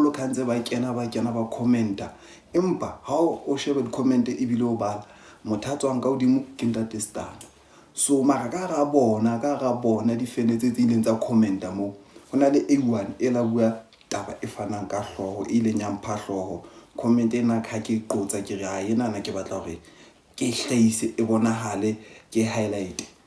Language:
Southern Sotho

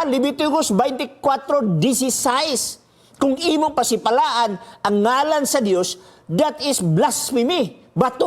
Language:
Cebuano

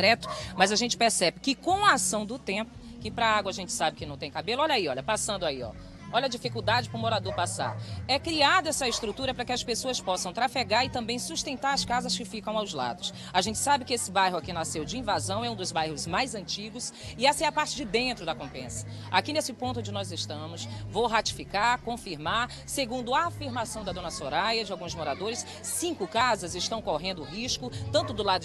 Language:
Portuguese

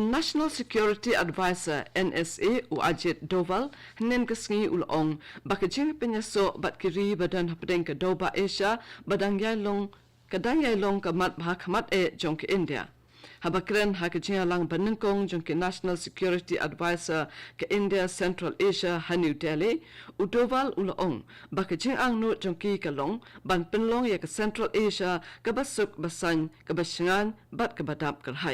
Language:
Khasi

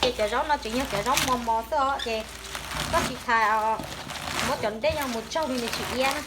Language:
Hmong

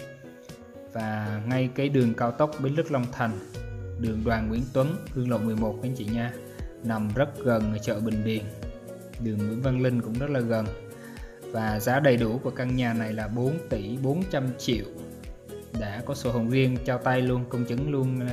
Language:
Vietnamese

